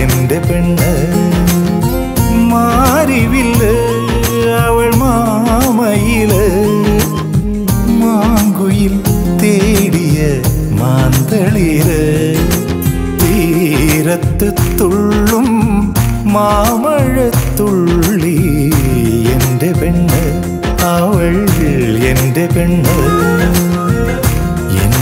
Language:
Malayalam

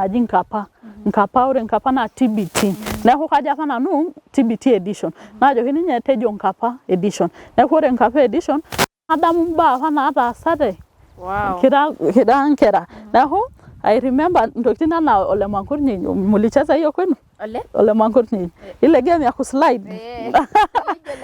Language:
Masai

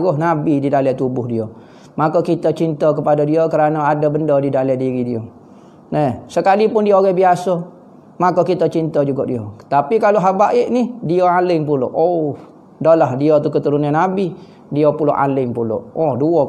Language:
Malay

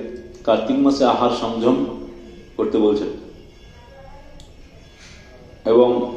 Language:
Bangla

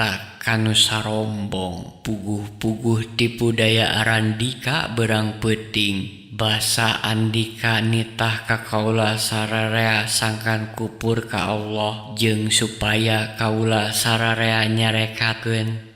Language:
Sundanese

